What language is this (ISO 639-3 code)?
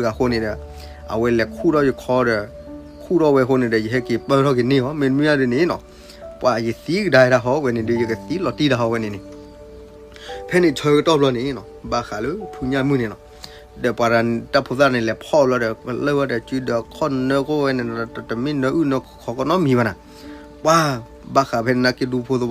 ksw